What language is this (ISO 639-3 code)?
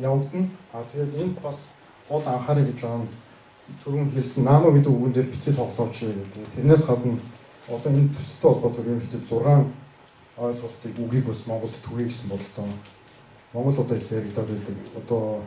mon